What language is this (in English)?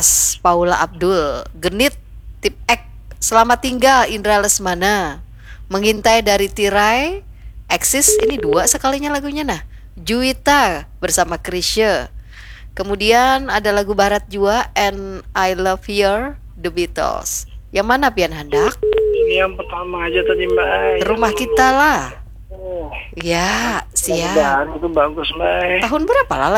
Banjar